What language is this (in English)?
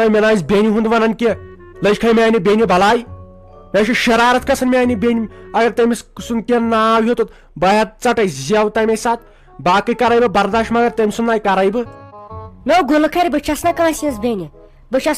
Kashmiri